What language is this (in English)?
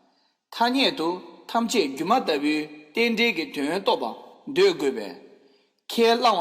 Tibetan